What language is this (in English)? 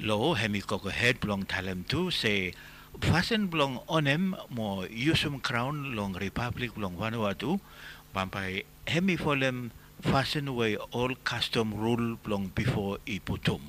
Bislama